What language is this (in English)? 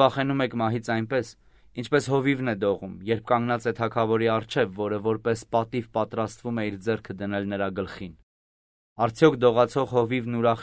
Armenian